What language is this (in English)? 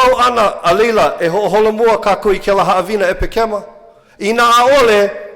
Hawaiian